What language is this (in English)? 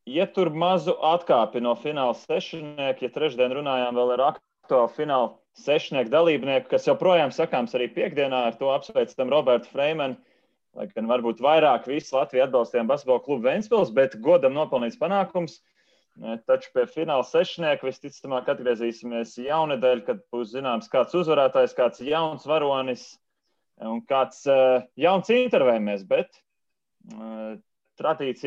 Latvian